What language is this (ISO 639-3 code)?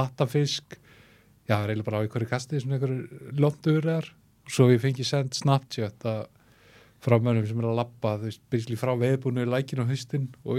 isl